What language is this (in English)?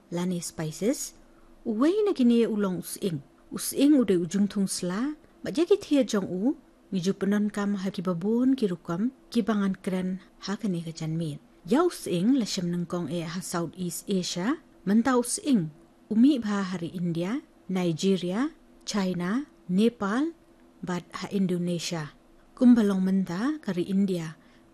Khasi